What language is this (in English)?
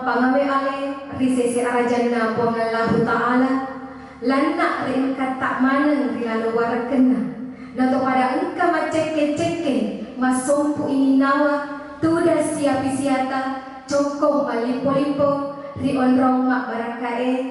Buginese